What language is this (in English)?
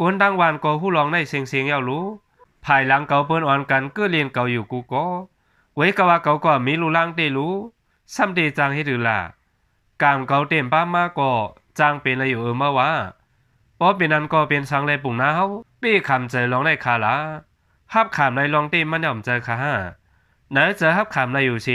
Shan